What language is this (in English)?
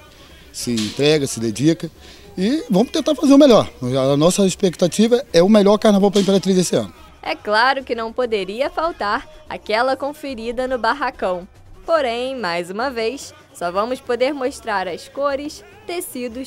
Portuguese